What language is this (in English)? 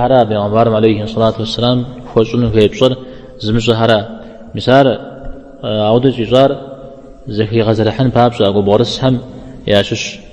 Kabardian